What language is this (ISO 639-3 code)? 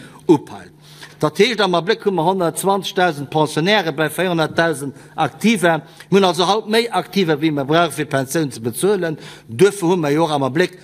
ltz